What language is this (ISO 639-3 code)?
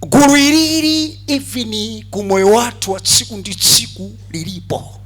nya